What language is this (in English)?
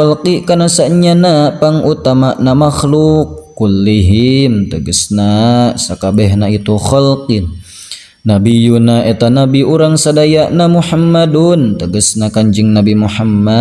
Sundanese